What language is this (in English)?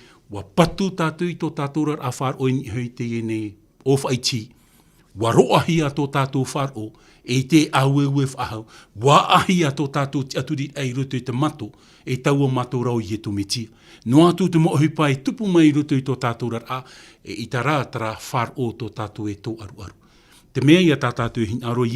Tahitian